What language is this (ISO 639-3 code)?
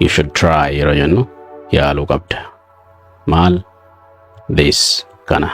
orm